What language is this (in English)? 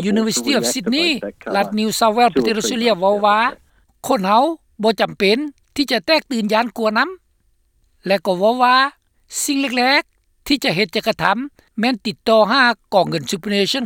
Lao